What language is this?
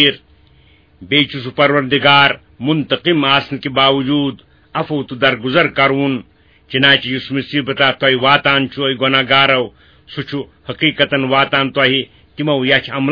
Kashmiri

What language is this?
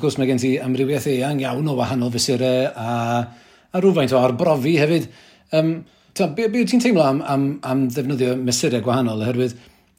Welsh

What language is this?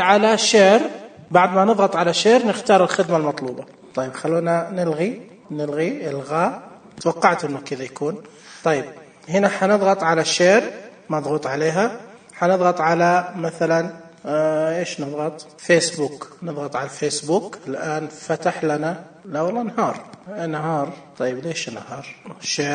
Najdi Arabic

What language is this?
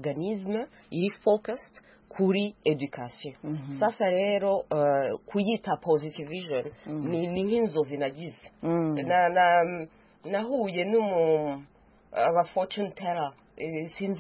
Kinyarwanda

